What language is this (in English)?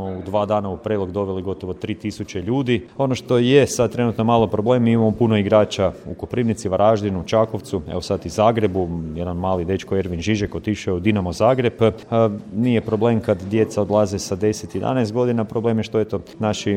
Croatian